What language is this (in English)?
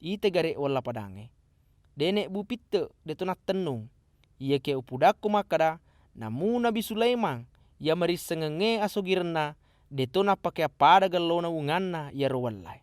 Buginese